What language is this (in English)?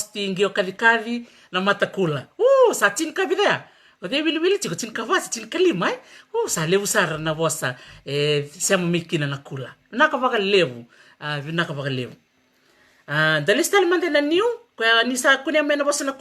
Fijian